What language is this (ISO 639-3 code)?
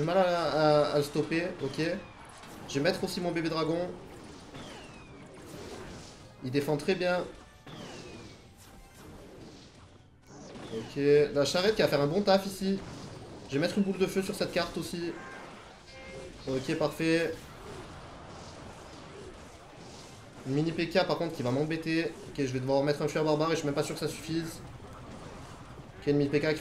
fra